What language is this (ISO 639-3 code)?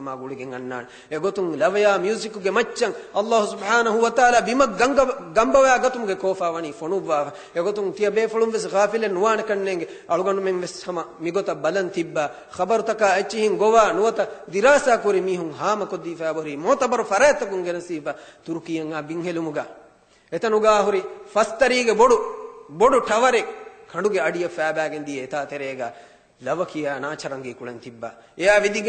div